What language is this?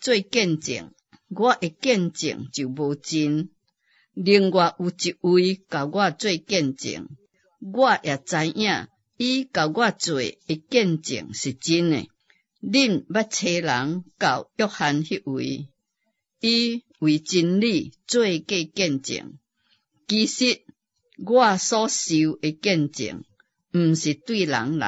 Min Nan Chinese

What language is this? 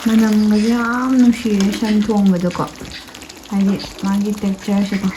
Manipuri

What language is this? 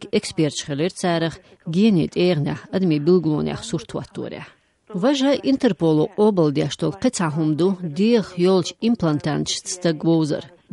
Chechen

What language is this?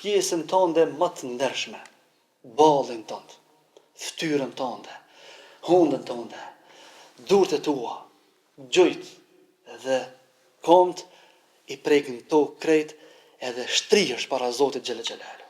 Albanian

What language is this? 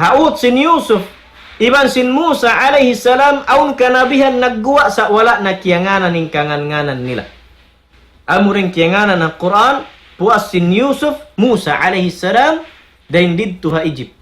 Tausug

